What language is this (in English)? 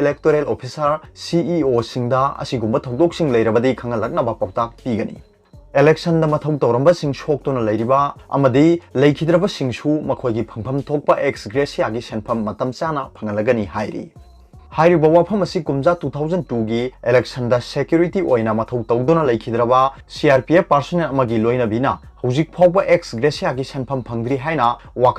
Manipuri